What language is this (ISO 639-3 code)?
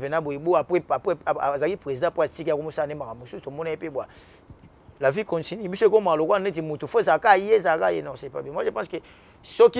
lin